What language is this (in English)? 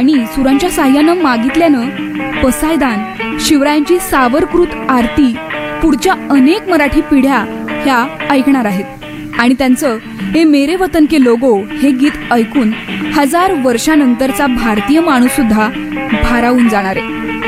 Marathi